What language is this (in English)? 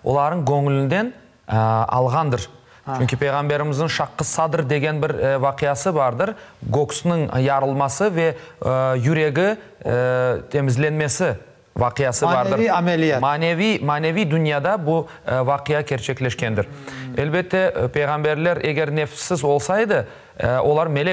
Crimean Tatar